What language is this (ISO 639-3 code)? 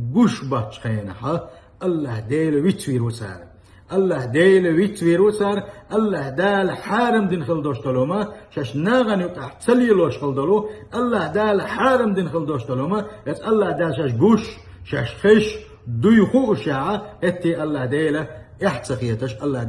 che